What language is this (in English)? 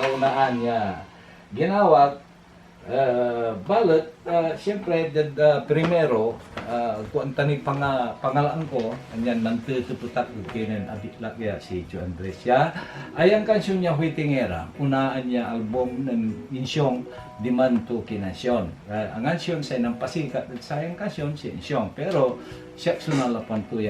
Pangasinan